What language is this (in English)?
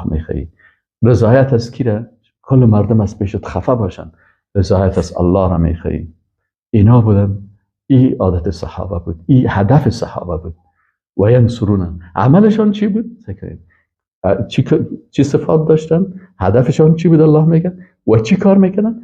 Persian